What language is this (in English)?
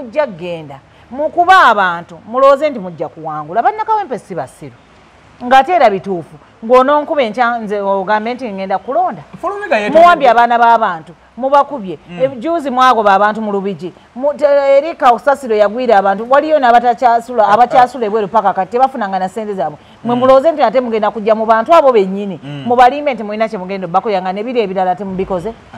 Ganda